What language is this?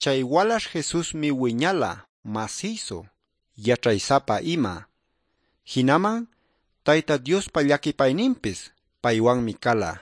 Quechua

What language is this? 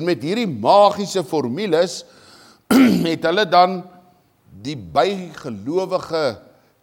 Afrikaans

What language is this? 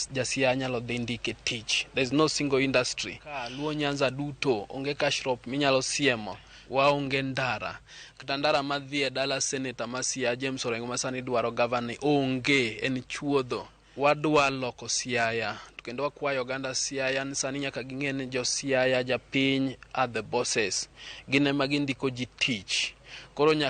Luo (Kenya and Tanzania)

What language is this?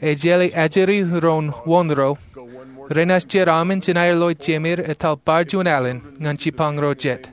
Marshallese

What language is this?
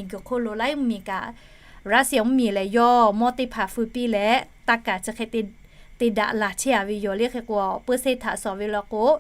Lahu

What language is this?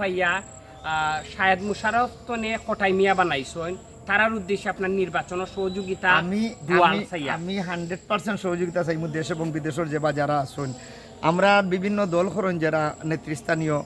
Sylheti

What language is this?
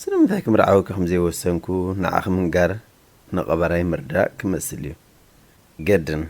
Tigrinya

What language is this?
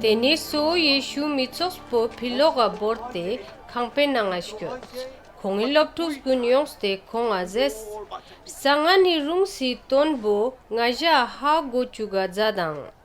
Ladakhi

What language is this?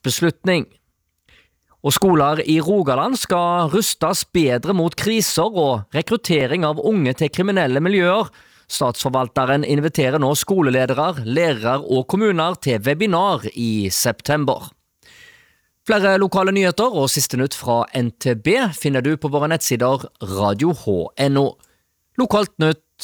Norwegian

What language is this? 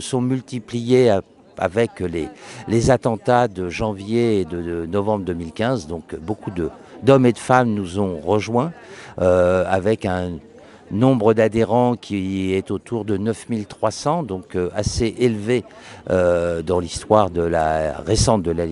French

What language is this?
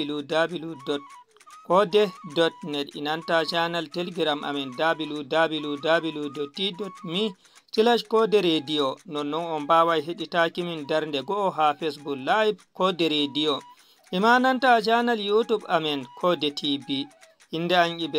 Fula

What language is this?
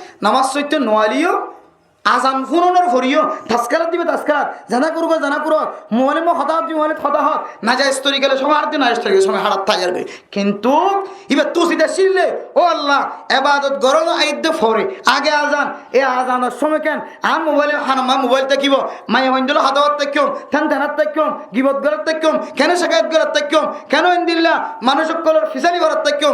Rohingya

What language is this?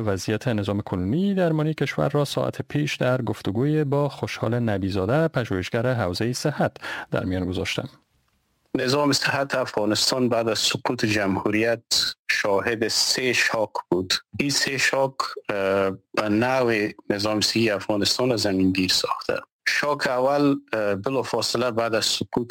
Persian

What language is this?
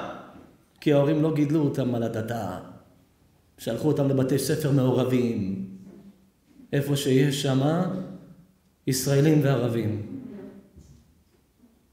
Hebrew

